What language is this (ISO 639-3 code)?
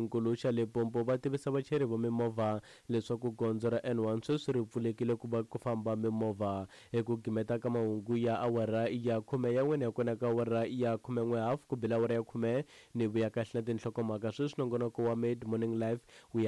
tso